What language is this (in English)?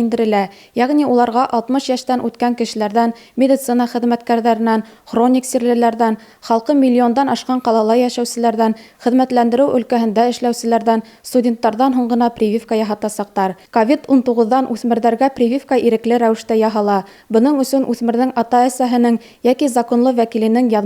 Bashkir